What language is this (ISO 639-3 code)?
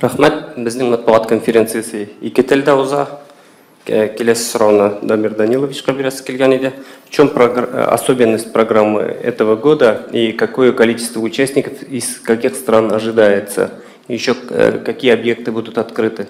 tat